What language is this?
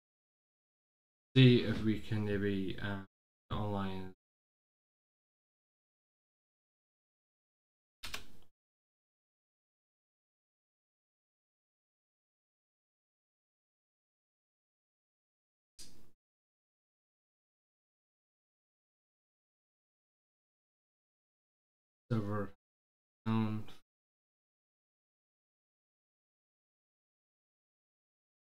English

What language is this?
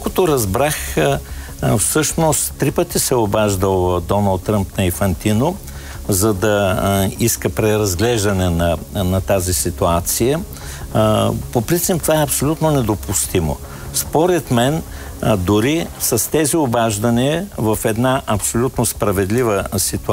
Bulgarian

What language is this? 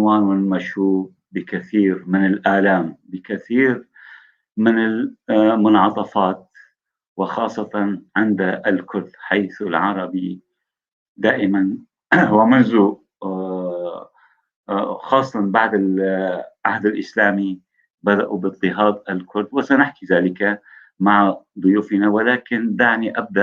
North Levantine Arabic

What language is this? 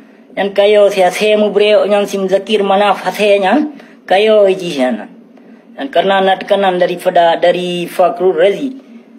Achinese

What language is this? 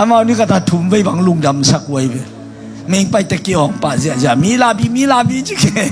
Tedim Chin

